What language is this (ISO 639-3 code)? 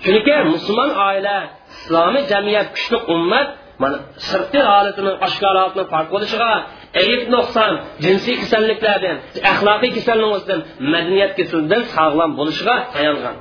uig